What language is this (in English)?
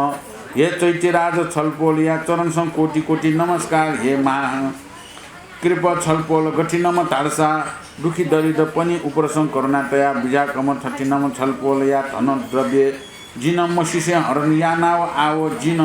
Newari